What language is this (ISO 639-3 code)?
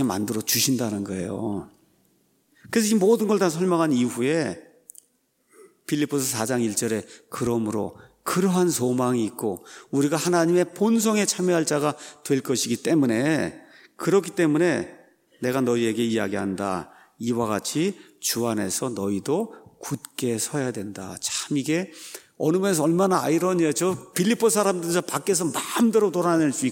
kor